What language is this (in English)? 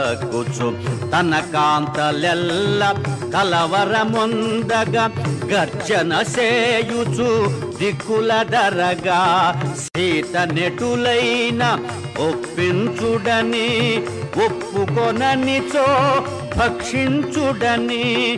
Telugu